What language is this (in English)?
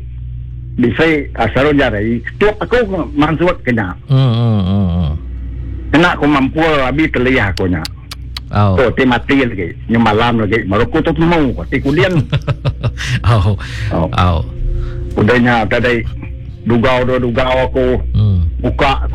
Iban